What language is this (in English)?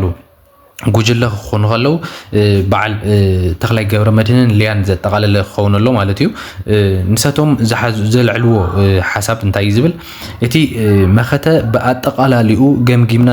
Tigrinya